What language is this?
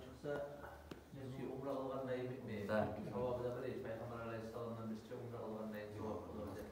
Kumyk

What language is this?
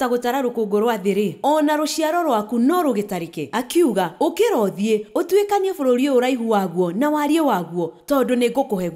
Kikuyu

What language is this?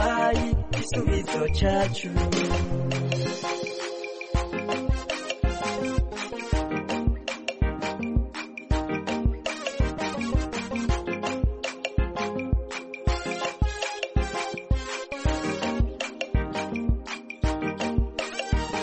Kinyarwanda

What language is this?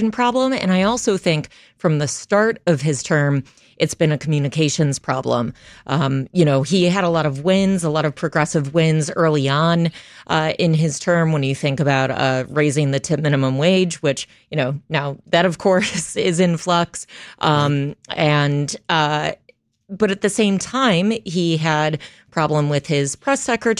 English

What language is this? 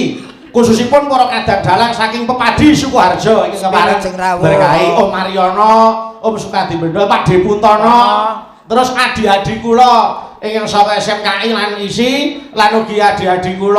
Javanese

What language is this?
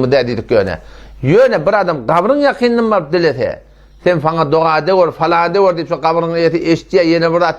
Turkmen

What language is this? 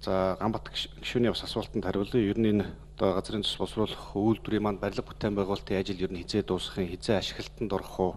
Mongolian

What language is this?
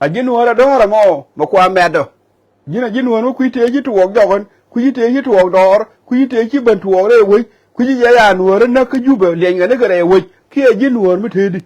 Nuer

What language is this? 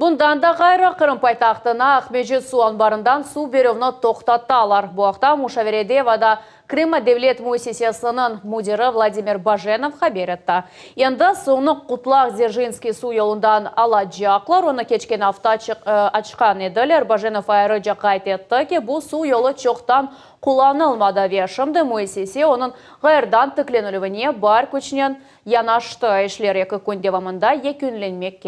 Crimean Tatar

